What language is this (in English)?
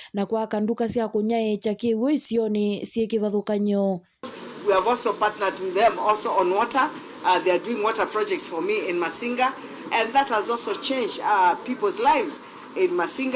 Kamba